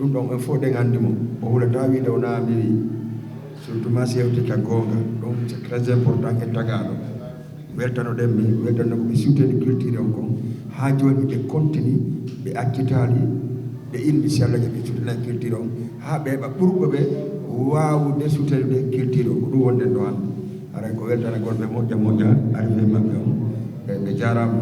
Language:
Fula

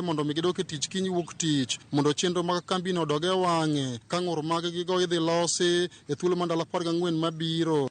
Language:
Luo (Kenya and Tanzania)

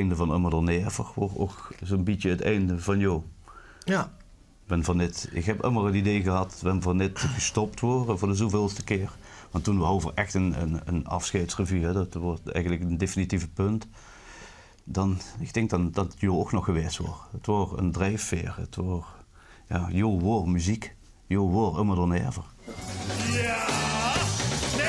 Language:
Limburgish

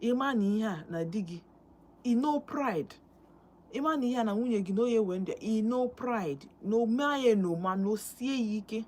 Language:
Igbo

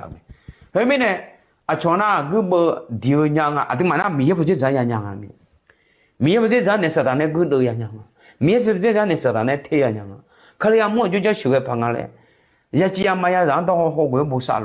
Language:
Akha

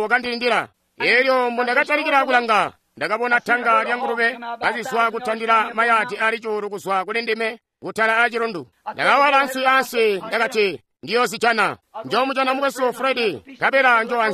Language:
Tonga (Zambia)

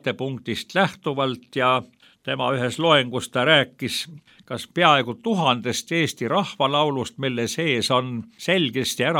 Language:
Estonian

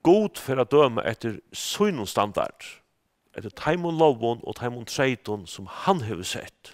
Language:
Faroese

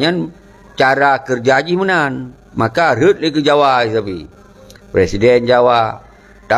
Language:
Achinese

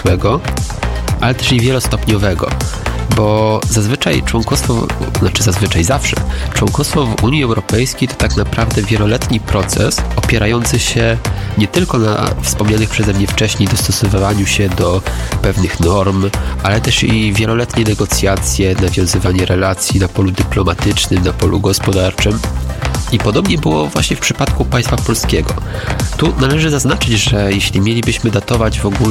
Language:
Polish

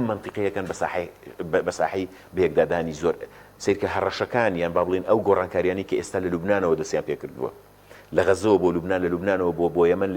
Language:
Central Kurdish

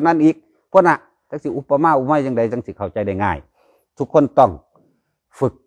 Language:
Lao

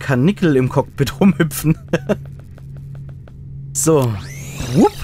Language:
German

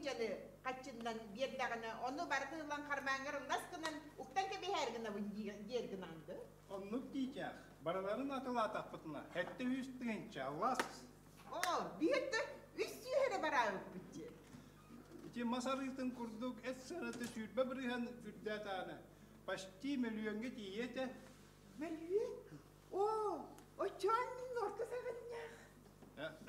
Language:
Yakut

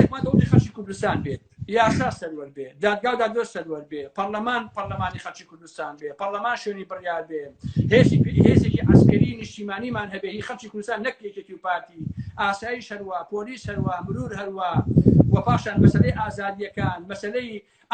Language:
Central Kurdish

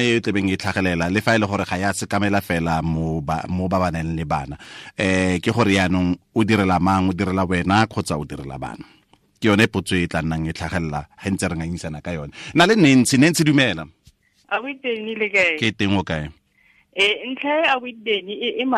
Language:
Tswana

